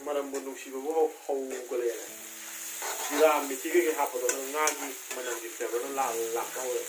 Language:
Manipuri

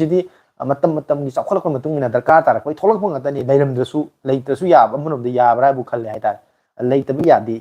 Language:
Manipuri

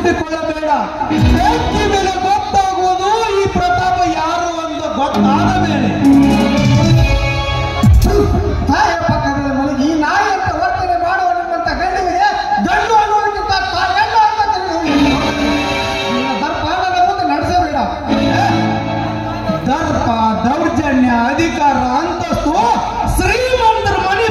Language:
Kannada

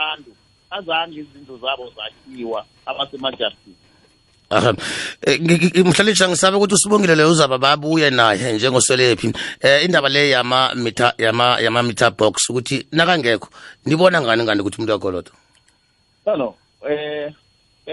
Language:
South Ndebele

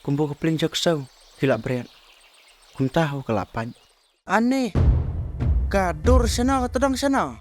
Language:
Khasi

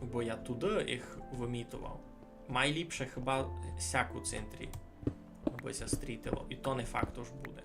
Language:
Rusyn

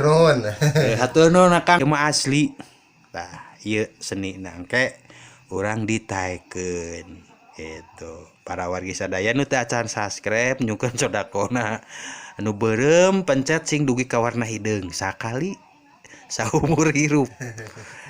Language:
Sundanese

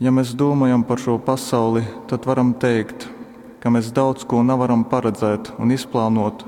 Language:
Latgalian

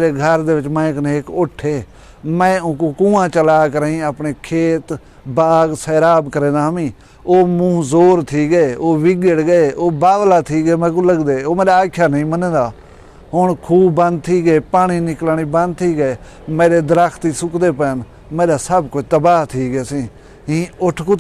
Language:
Saraiki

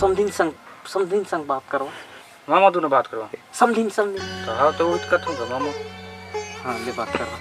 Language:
Chhattisgarhi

